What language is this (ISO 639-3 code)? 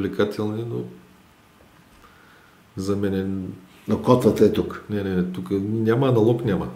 bul